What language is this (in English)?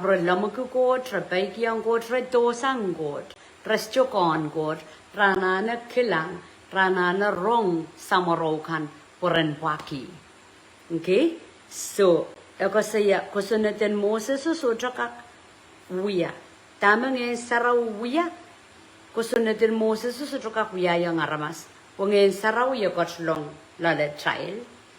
Pohnpeian